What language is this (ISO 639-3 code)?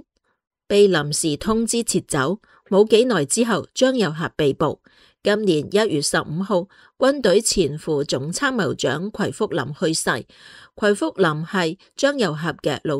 yue